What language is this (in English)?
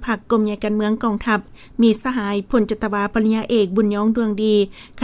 Lao